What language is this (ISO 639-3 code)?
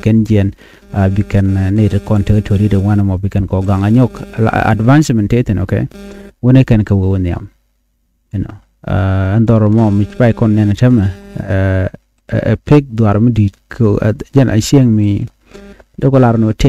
nus